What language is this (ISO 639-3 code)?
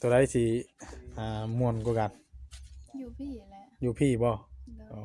tts